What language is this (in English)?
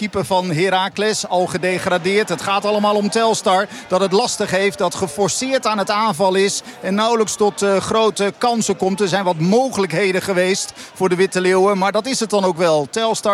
Dutch